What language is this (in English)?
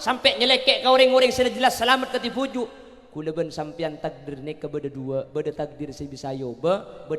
Madurese